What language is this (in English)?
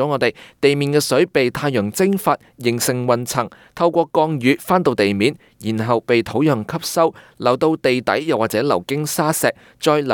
Cantonese